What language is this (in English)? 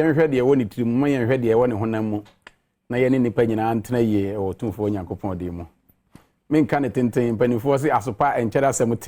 Akan